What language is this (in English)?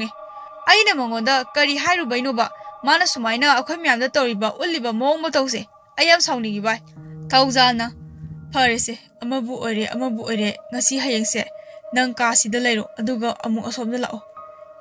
Manipuri